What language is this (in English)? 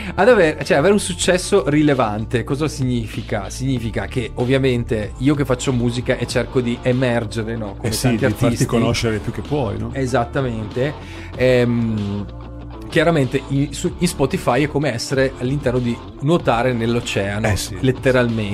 Italian